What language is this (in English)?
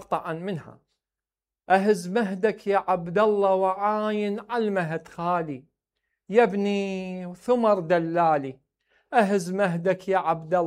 Mesopotamian Arabic